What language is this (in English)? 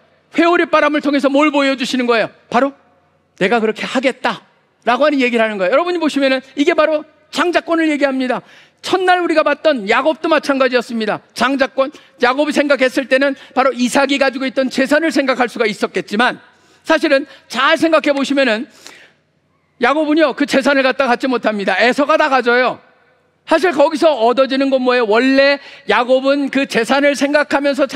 Korean